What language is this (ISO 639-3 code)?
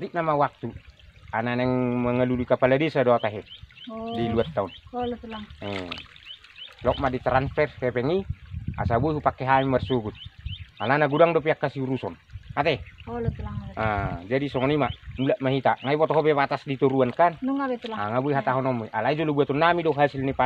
bbc